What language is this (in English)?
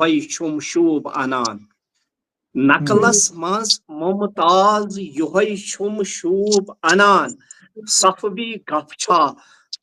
Kashmiri